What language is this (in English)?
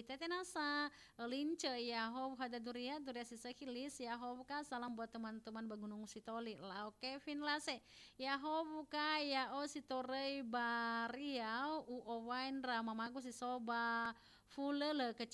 Nias